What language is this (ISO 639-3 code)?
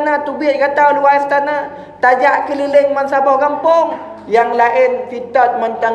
ace